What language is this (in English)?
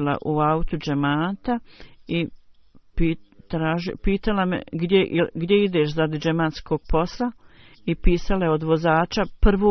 Bosnian